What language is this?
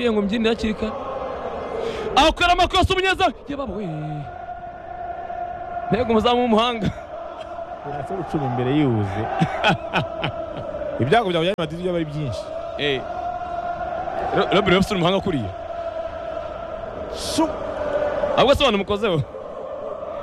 Kinyarwanda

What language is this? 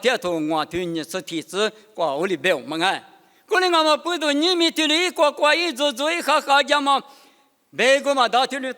Lisu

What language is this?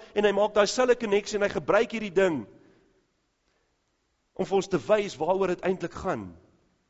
Afrikaans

